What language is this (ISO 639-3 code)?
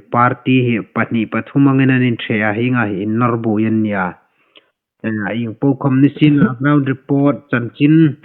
hmr